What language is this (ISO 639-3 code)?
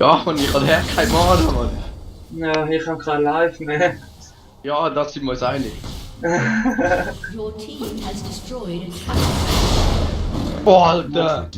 gsw